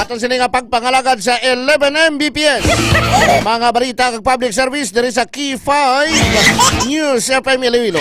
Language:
Hiligaynon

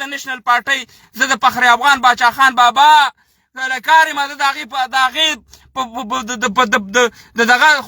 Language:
Pashto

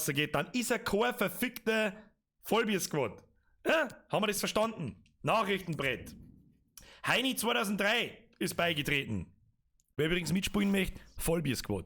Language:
Bavarian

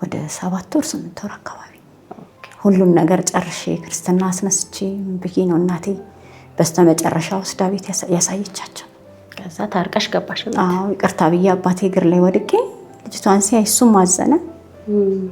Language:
Amharic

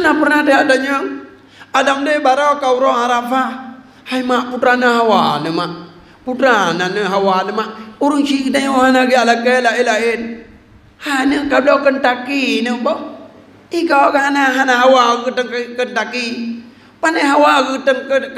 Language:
Achinese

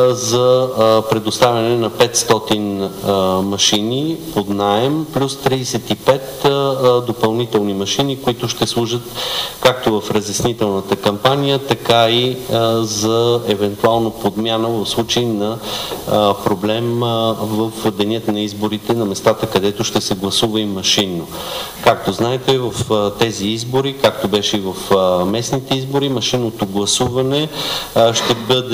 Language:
Bulgarian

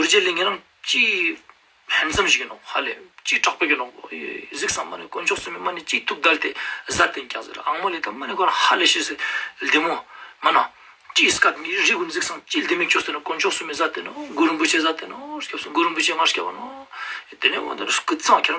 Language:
Ladakhi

